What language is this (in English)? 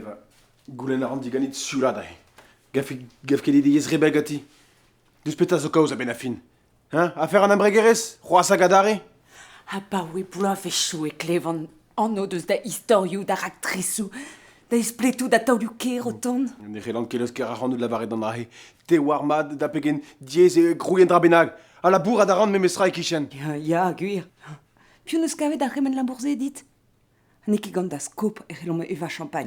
Breton